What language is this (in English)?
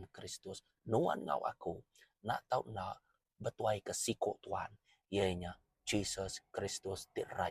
Iban